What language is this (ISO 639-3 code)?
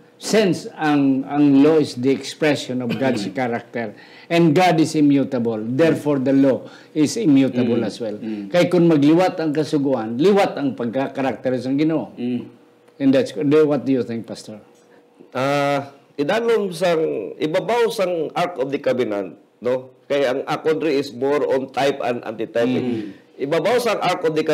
hil